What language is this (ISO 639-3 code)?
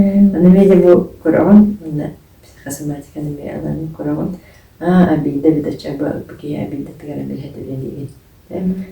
sah